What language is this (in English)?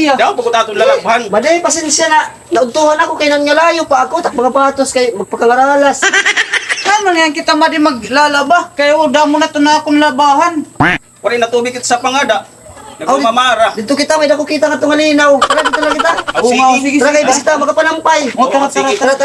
Waray